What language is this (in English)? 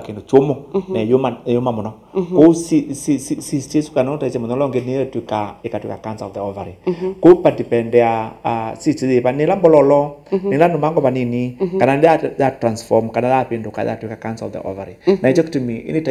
Kamba